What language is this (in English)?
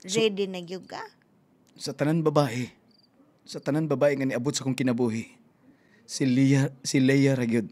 Cebuano